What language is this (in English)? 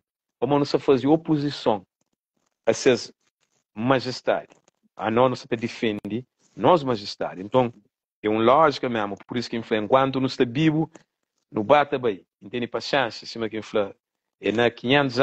Kabuverdianu